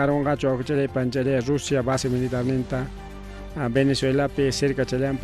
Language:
Ayacucho Quechua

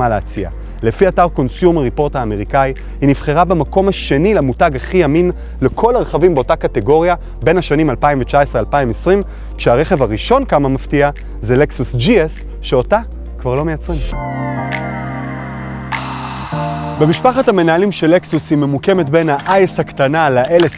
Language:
Hebrew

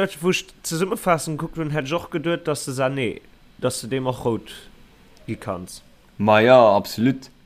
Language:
Luxembourgish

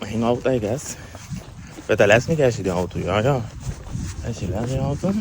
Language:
Papiamento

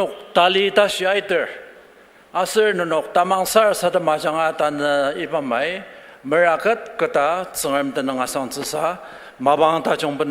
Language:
Ao Naga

